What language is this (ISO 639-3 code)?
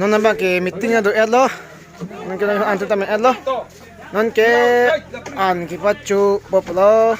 mjw